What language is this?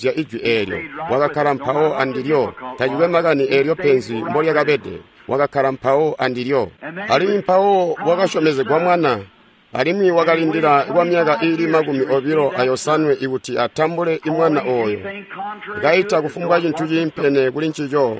Tonga (Zambia)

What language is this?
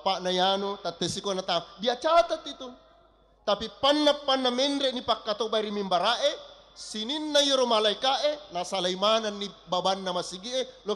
Buginese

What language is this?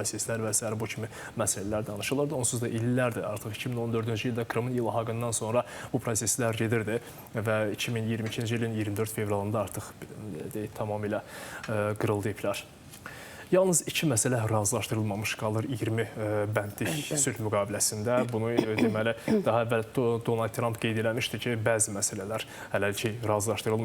Azerbaijani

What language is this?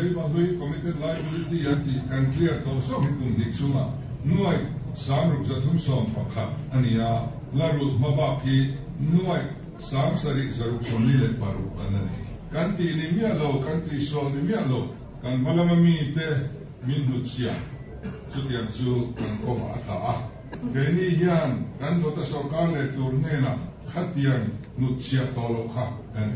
Mizo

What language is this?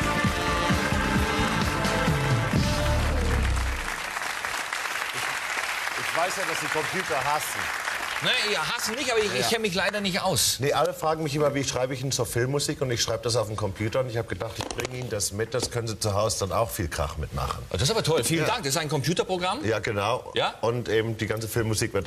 German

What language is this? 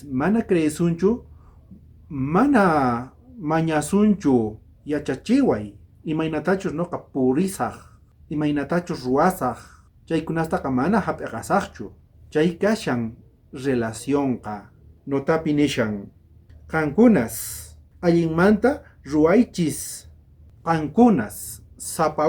South Bolivian Quechua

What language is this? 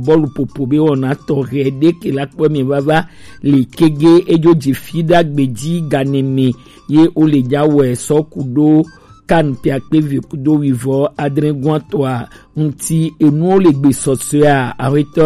Gen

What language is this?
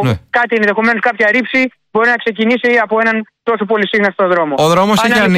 Greek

